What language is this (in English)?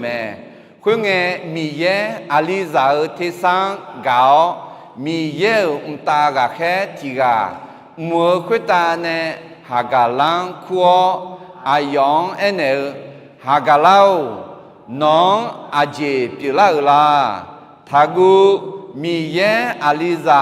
Akha